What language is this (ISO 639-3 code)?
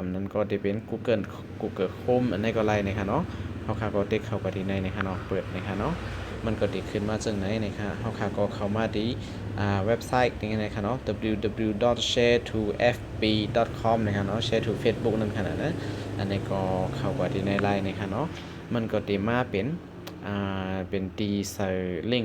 shn